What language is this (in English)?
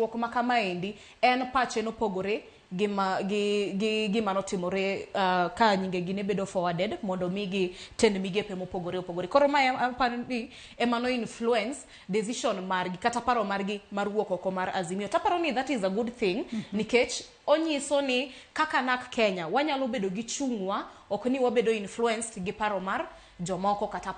Luo (Kenya and Tanzania)